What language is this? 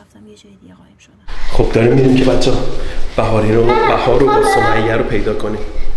Persian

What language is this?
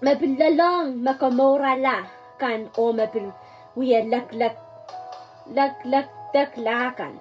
Pohnpeian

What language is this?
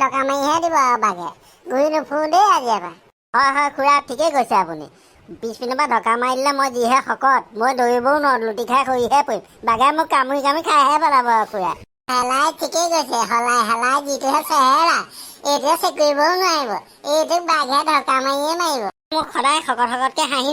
Assamese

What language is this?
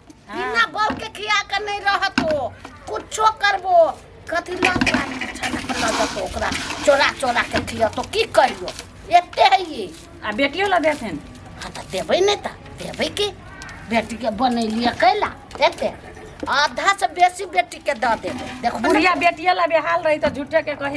Maithili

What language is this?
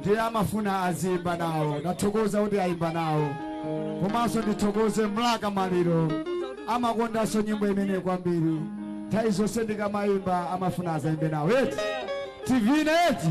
Nyanja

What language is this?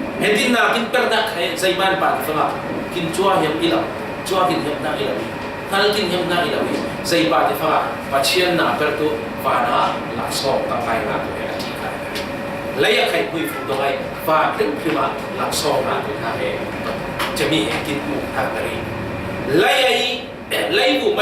Falam Chin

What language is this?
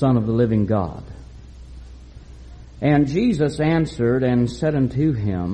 English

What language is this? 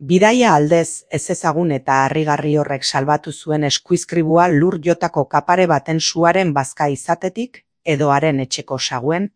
Basque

